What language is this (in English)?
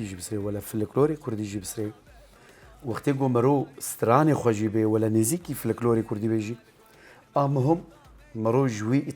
Kurdish